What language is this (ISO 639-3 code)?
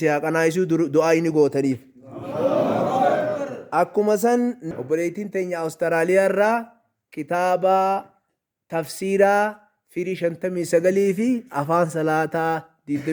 orm